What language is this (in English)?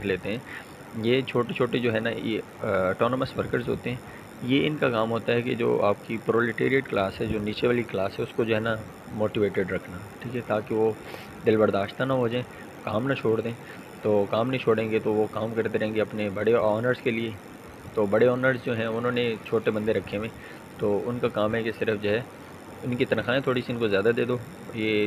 Urdu